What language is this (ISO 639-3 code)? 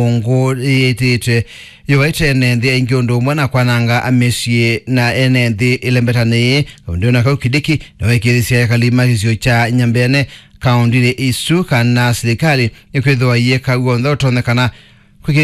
kam